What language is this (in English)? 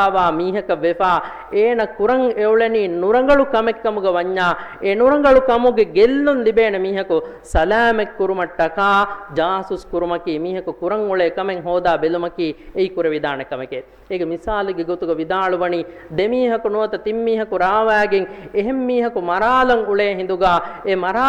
Divehi